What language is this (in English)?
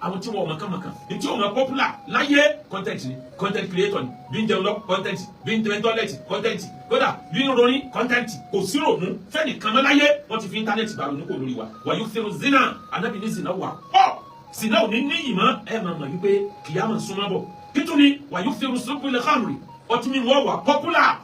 Yoruba